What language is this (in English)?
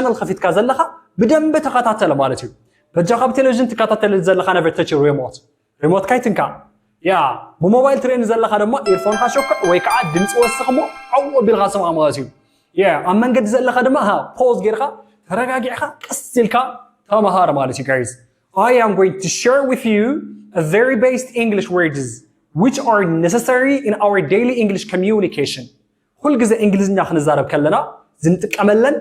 Tigrinya